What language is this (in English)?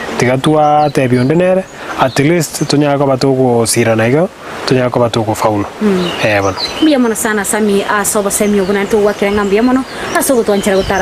Gusii